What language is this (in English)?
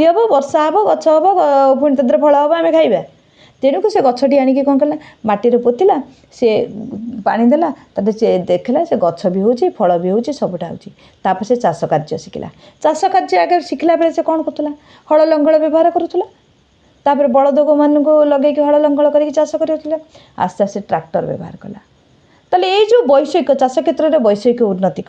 Odia